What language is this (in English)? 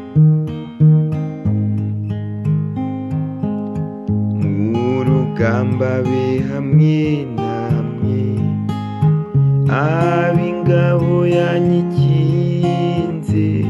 Kinyarwanda